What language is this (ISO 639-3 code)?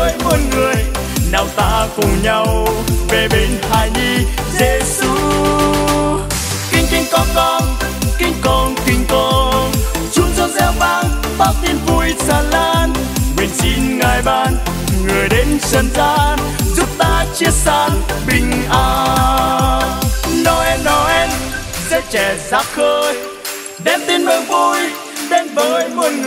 vie